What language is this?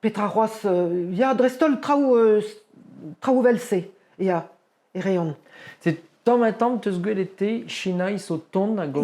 Breton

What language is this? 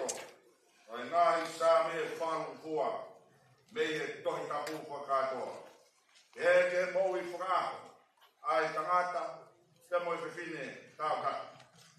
Tongan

